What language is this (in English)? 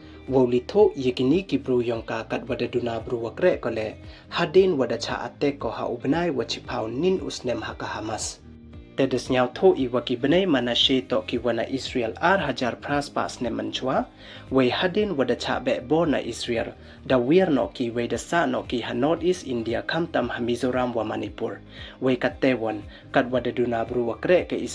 Pnar